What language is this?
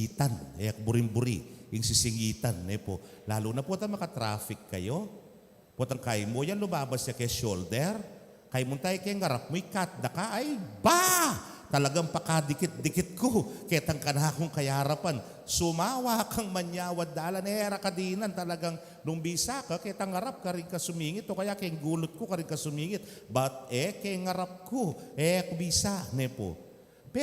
Pampanga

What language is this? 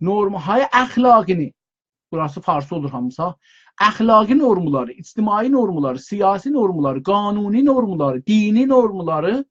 South Azerbaijani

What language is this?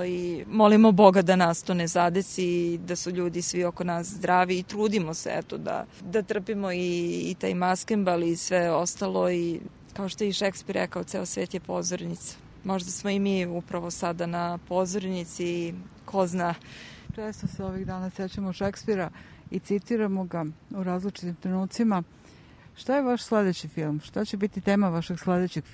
Serbian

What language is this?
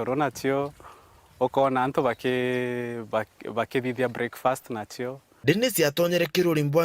Meru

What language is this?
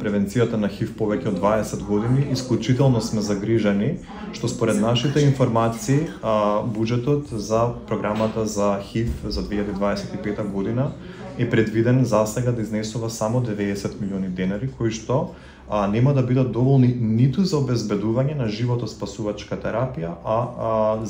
Macedonian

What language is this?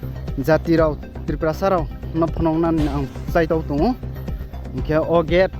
Riang (India)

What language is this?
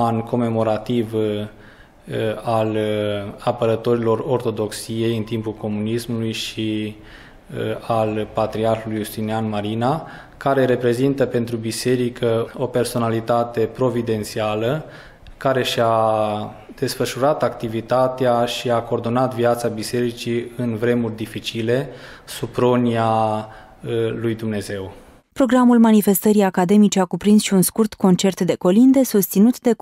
Romanian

